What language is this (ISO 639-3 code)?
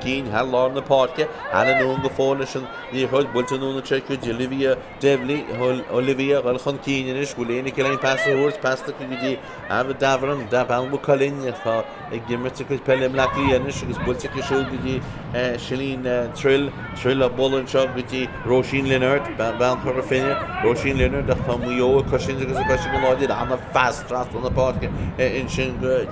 gle